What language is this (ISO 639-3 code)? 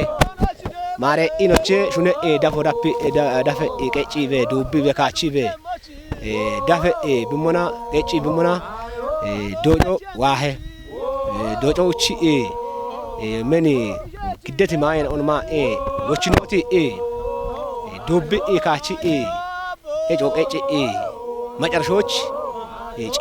kbr